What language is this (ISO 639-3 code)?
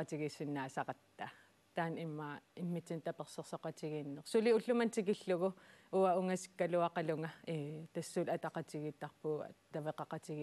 kal